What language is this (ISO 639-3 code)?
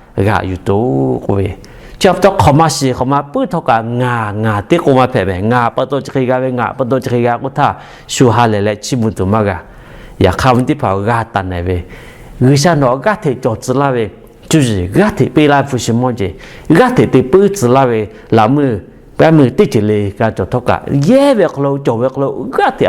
lhu